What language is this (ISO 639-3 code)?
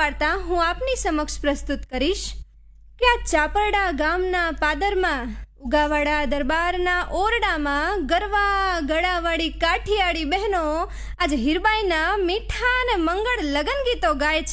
guj